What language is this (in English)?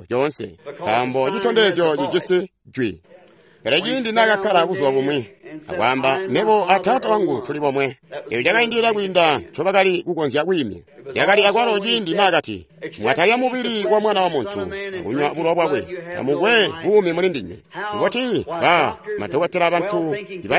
Tonga (Zambia)